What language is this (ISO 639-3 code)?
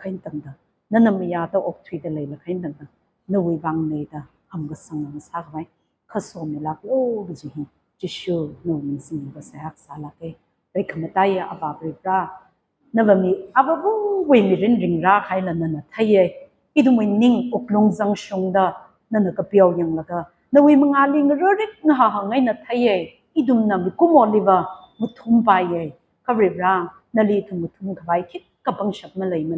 nmf